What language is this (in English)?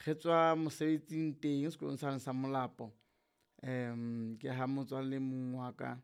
Southern Sotho